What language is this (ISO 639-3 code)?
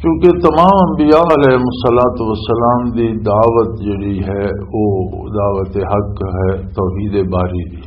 lah